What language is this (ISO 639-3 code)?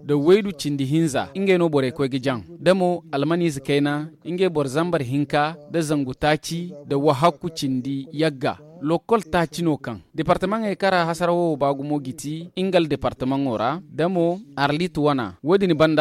dje